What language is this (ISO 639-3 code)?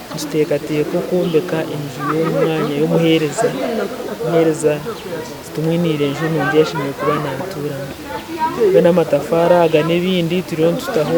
nyn